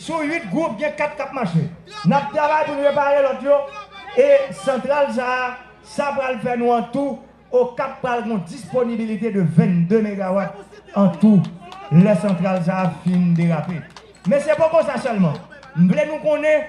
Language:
Haitian Creole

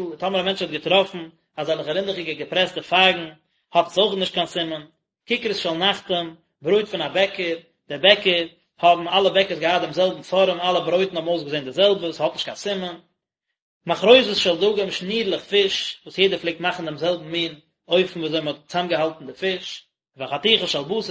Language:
Yiddish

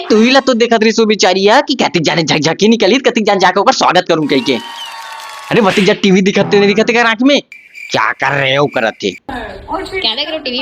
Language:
Chhattisgarhi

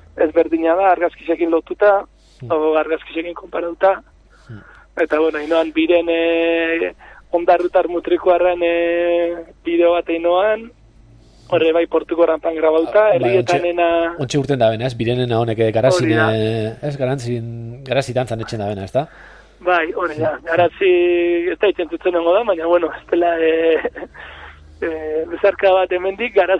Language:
Basque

